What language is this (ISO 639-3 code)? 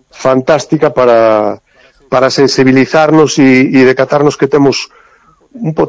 glg